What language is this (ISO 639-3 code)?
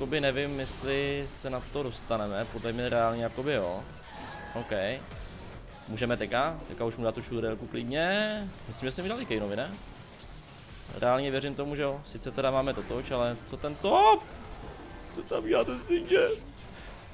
ces